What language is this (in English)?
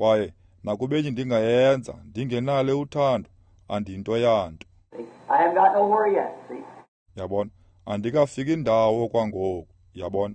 Xhosa